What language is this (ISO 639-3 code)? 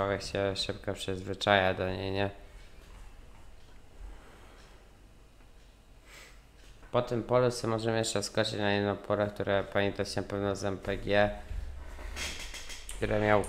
pol